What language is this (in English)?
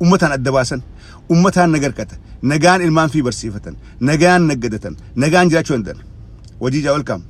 Oromo